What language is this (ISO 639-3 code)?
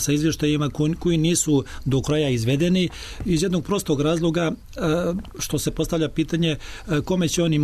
srp